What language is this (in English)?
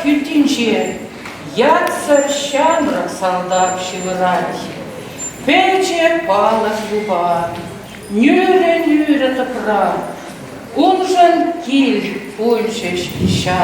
Chuvash